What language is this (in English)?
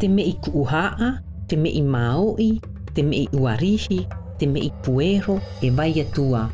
South Marquesan